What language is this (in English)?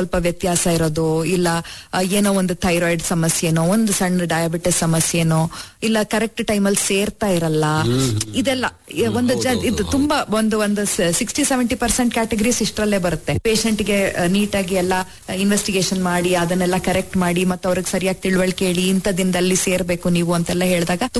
Kannada